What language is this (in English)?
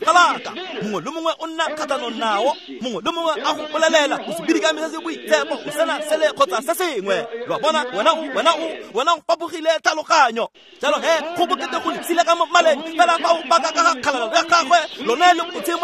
Tswana